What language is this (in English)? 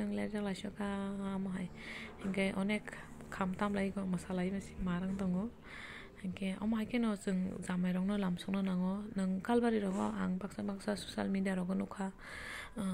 Kok Borok